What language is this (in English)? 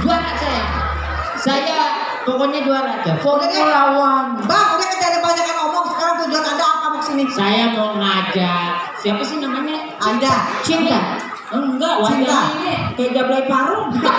Betawi